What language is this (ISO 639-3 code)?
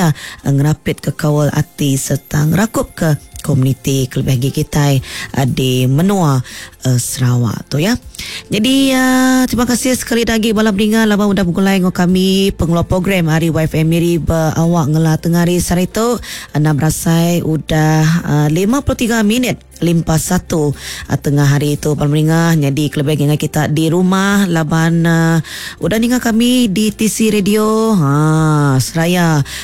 iba